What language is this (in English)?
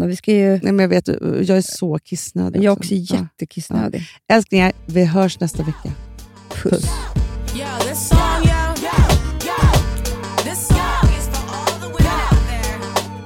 Swedish